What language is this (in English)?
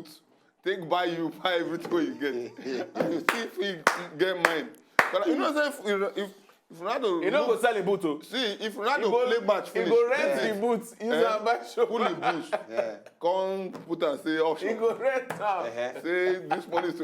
Nigerian Pidgin